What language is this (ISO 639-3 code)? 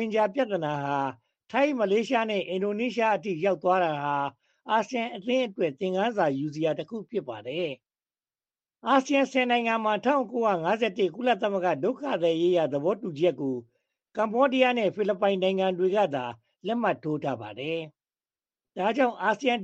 mya